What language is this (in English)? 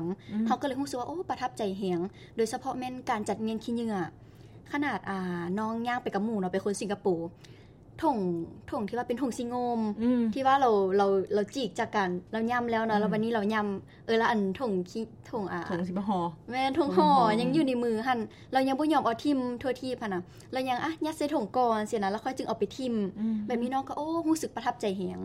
Lao